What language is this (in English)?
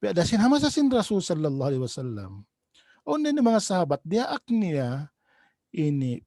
Tausug